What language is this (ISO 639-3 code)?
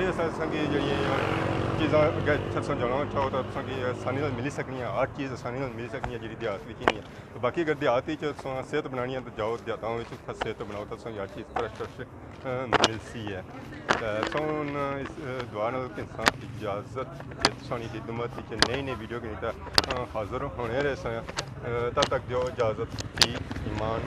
phr